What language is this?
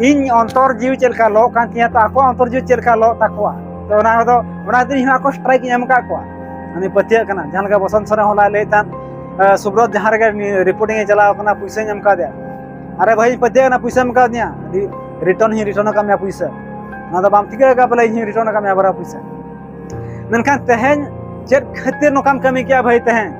Santali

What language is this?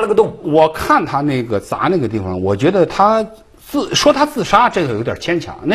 Chinese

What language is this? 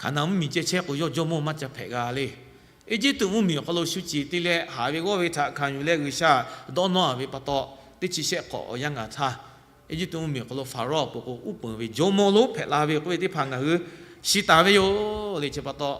Lahu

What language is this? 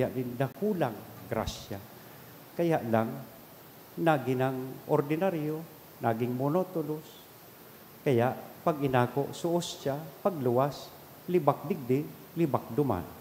Bikol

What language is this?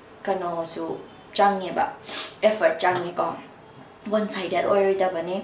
Manipuri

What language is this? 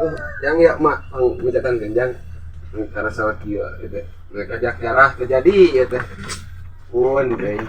Sundanese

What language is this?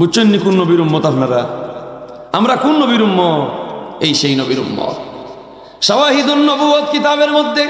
Sylheti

